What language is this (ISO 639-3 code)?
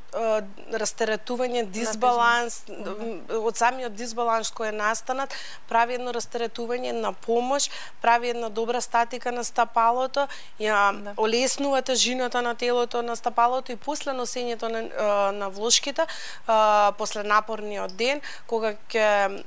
mkd